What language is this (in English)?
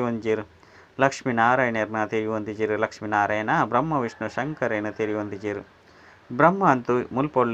Tulu